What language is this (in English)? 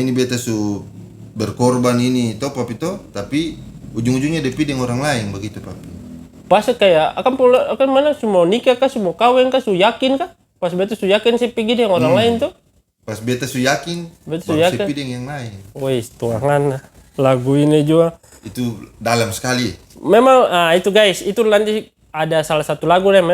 Ambonese Malay